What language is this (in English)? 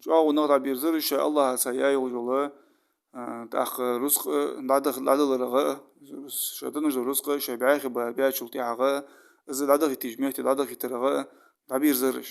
Ingush